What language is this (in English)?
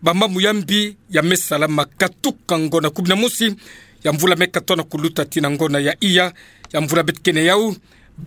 Kituba (Democratic Republic of Congo)